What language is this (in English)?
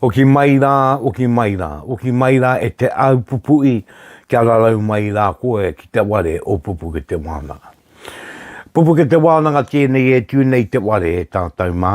Māori